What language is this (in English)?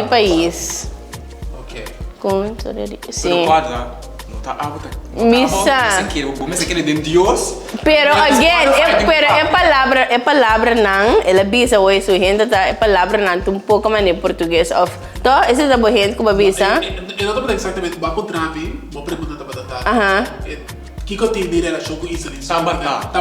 Papiamento